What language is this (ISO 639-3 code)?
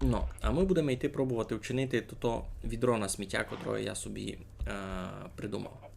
rue